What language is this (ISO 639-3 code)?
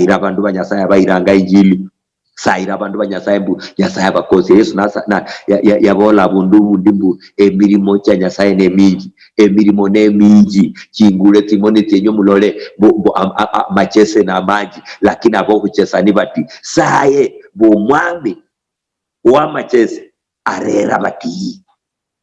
luy